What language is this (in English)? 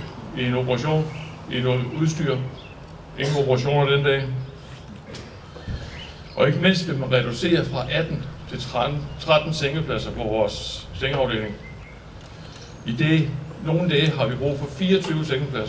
Danish